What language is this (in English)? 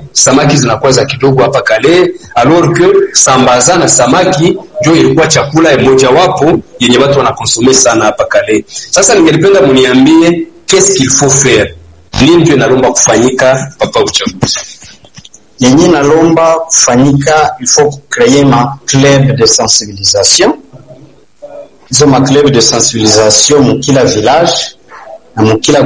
Swahili